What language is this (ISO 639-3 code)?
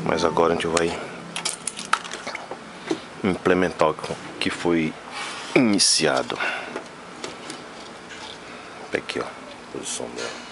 por